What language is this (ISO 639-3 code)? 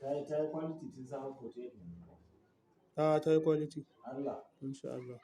hau